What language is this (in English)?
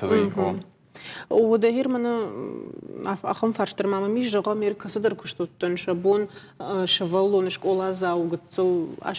Ossetic